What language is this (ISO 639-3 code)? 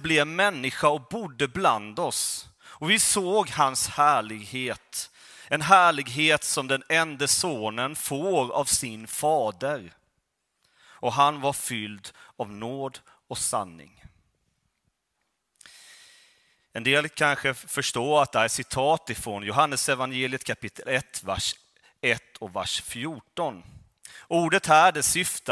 swe